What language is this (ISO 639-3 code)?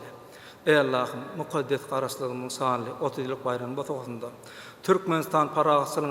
tuk